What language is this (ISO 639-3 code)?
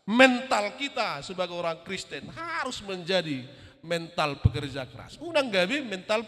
bbc